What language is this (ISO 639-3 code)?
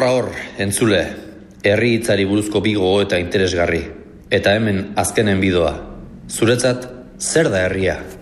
eus